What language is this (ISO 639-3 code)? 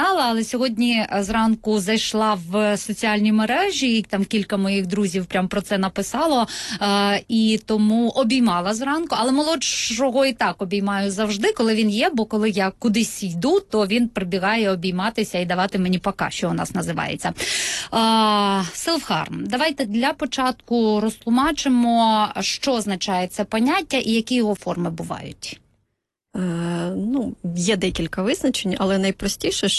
ukr